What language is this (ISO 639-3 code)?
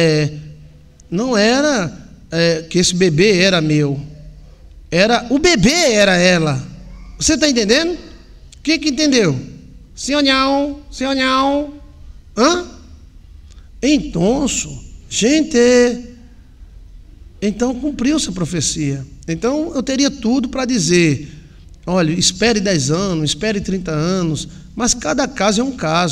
por